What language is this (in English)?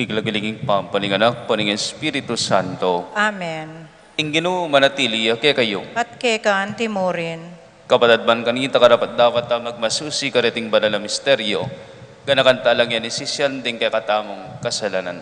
Pampanga